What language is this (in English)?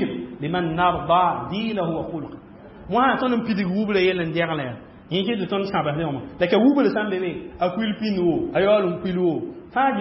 Mossi